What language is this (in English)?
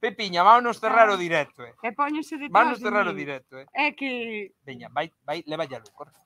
Galician